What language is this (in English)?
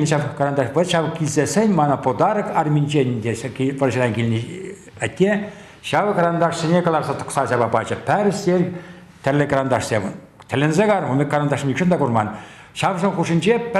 Chuvash